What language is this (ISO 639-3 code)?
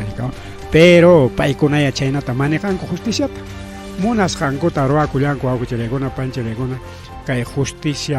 quy